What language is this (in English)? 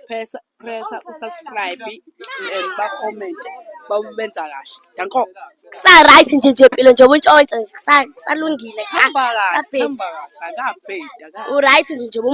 Zulu